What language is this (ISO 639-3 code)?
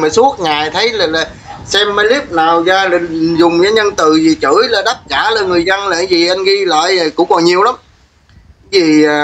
vie